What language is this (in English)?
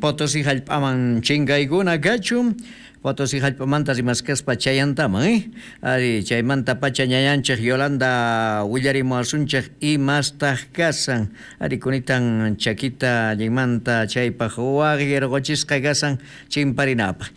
South Bolivian Quechua